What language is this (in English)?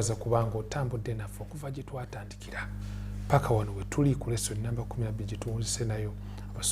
Ganda